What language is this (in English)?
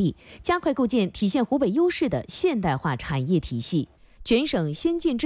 Chinese